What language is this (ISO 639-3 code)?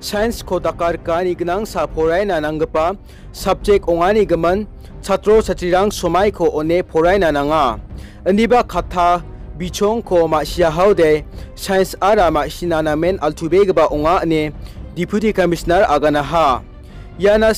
grt